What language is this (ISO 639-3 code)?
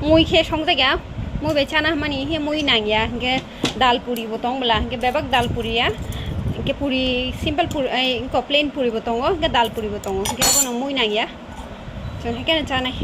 trp